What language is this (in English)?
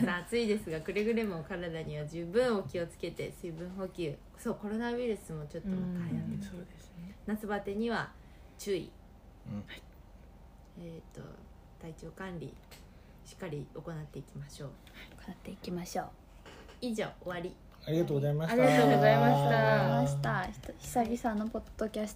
Japanese